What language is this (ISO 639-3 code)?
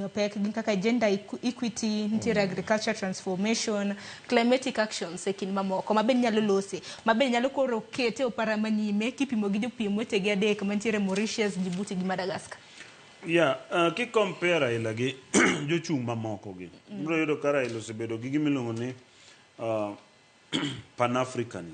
luo